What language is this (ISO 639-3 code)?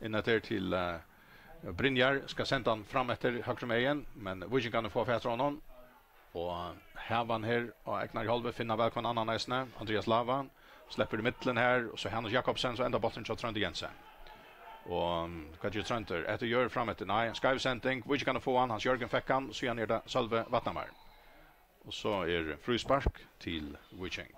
fao